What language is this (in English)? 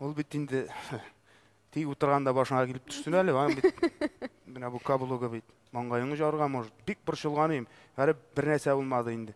Tatar